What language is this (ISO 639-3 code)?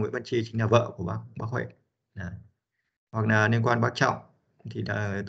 vie